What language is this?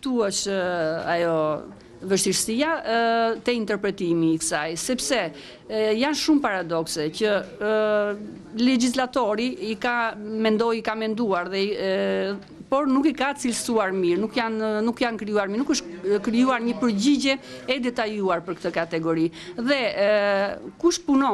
Albanian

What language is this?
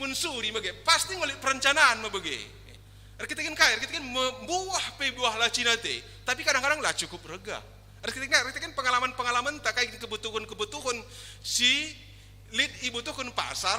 Batak Karo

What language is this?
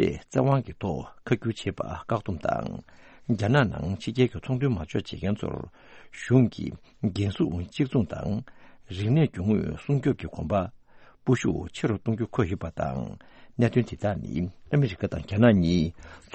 Tibetan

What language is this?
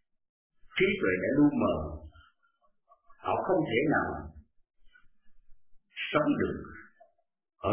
Vietnamese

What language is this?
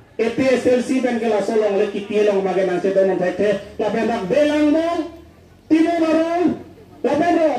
Karbi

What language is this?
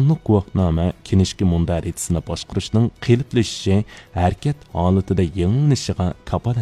Uyghur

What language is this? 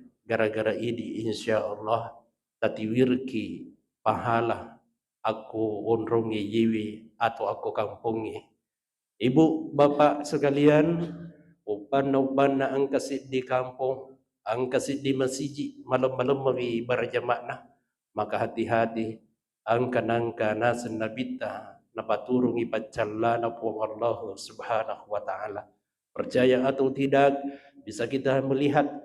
Buginese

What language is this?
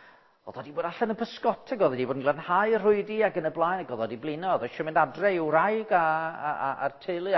Welsh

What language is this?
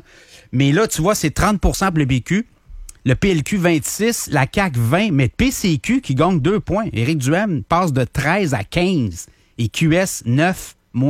French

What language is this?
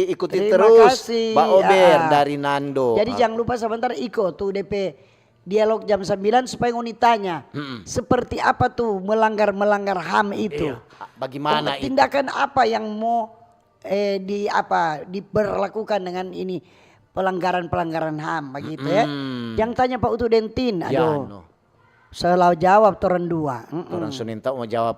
Manado Malay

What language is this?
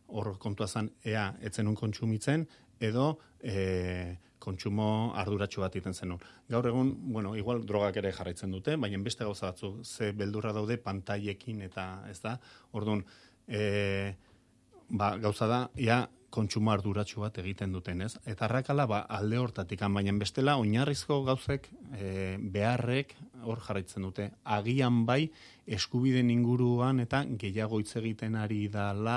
Basque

